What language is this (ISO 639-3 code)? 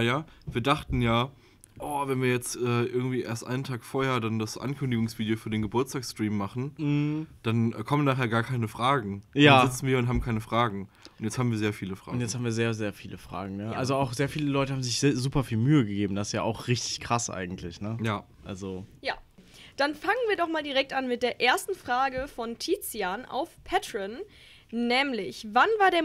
deu